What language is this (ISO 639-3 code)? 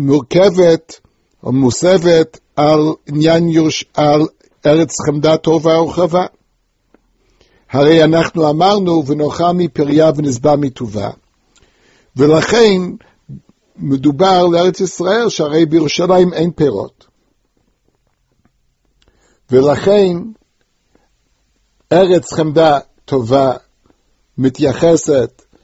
heb